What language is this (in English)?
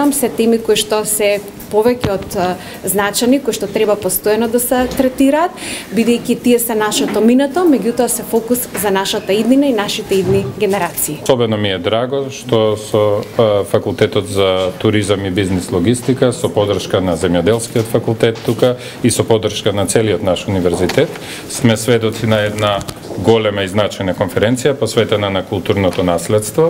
Macedonian